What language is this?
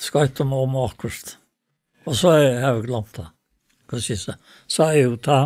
Faroese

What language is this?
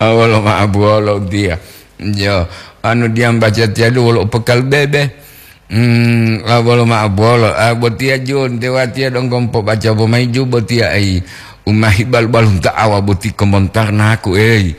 Gorontalo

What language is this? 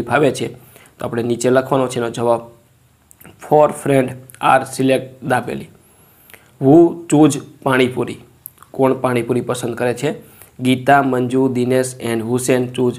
Gujarati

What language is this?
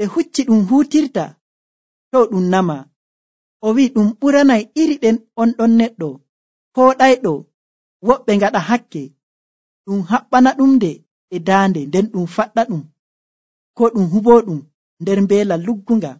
Nigerian Fulfulde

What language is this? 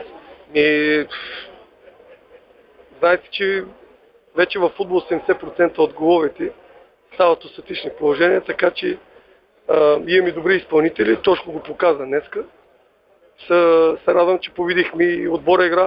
Bulgarian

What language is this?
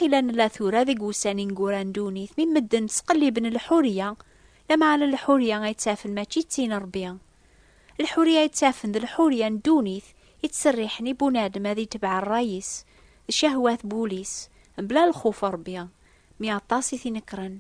Kabyle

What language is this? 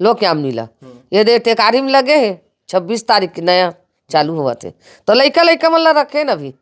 Chhattisgarhi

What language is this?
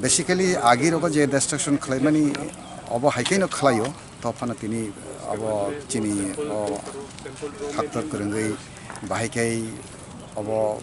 Kok Borok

